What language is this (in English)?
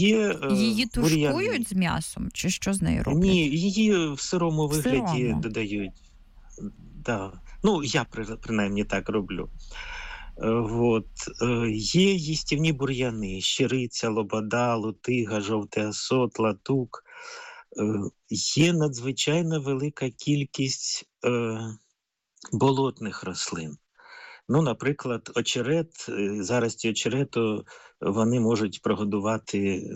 Ukrainian